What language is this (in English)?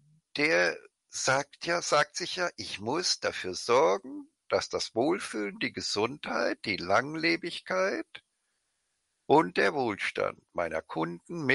German